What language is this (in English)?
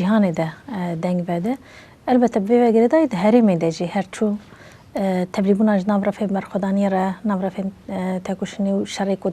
Kurdish